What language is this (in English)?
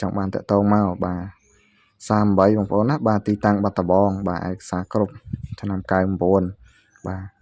Khmer